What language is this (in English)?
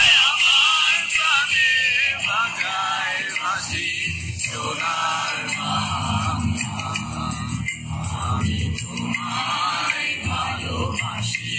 Bangla